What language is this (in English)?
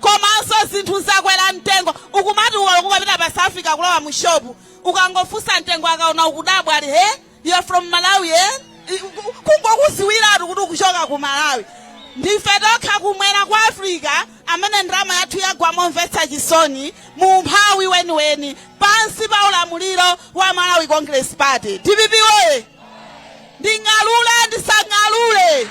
Nyanja